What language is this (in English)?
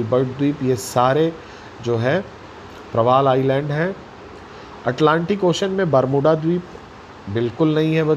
Hindi